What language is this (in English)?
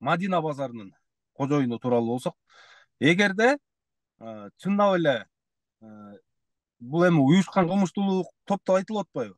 Kyrgyz